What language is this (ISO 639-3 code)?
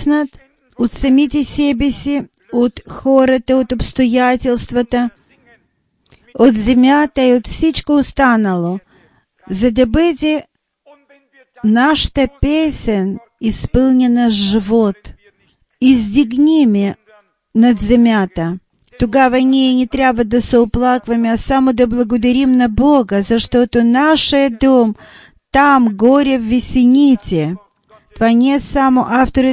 bul